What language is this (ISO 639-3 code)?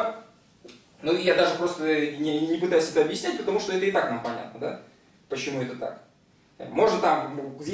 rus